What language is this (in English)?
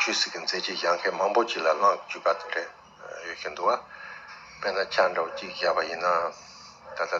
Tibetan